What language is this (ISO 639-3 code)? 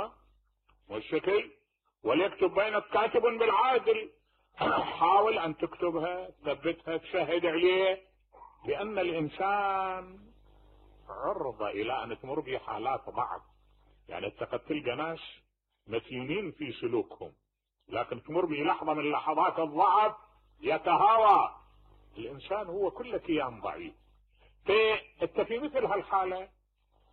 acm